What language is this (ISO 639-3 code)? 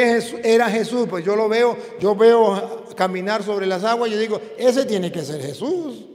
spa